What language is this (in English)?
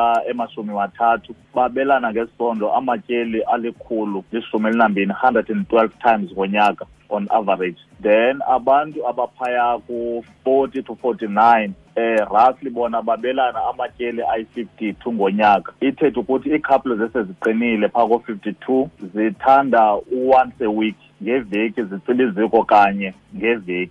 Xhosa